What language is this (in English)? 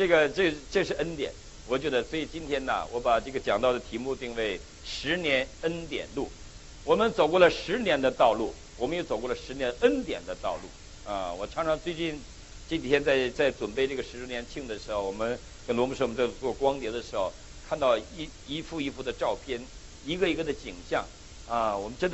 Chinese